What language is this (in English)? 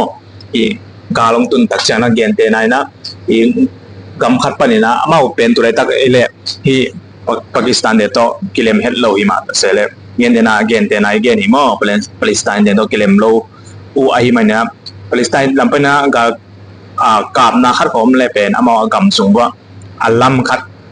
Tedim Chin